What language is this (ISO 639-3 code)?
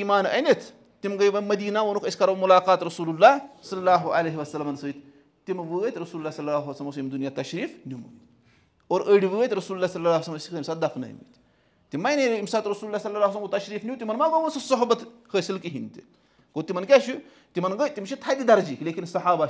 kas